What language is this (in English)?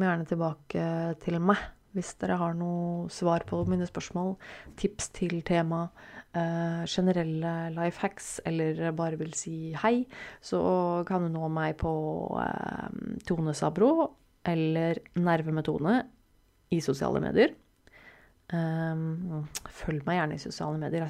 Norwegian